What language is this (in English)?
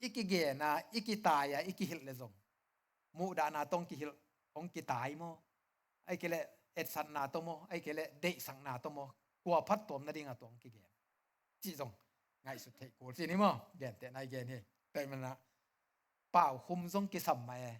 Tedim Chin